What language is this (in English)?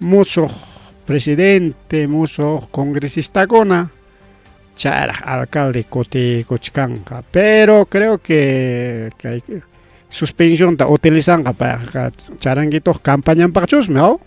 Ayacucho Quechua